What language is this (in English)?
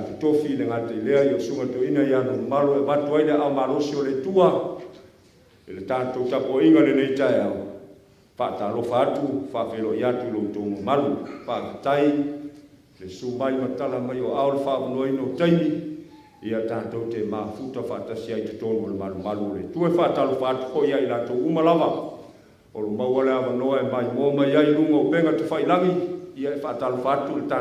Samoan